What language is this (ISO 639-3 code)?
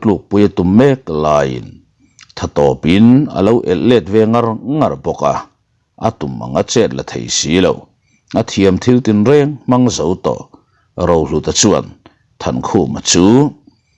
lus